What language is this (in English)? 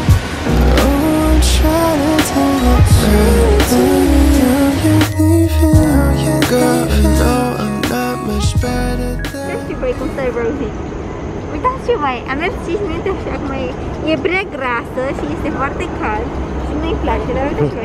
Romanian